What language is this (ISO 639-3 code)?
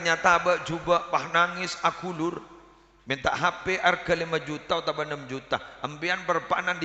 mad